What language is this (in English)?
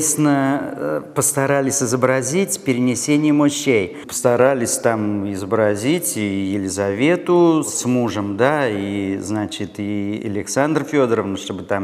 Russian